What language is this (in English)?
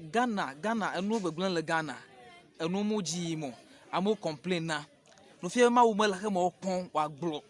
Ewe